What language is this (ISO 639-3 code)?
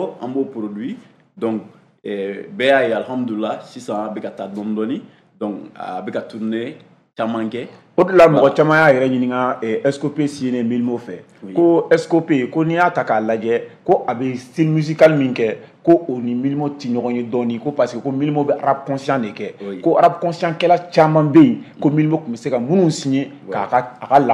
bam